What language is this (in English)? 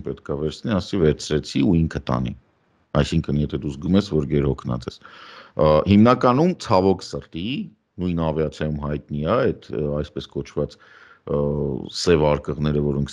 Armenian